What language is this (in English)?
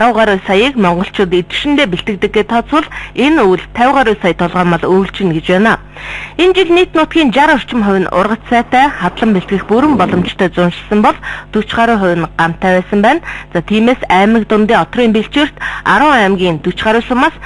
Mongolian